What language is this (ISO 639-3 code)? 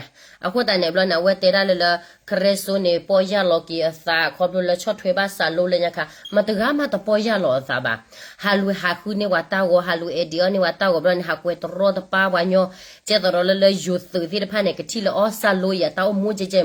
ksw